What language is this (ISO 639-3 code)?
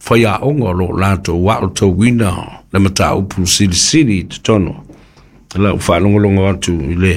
smo